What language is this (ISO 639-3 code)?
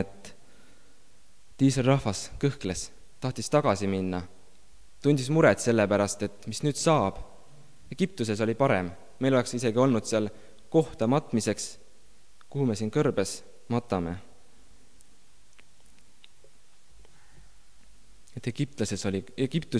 est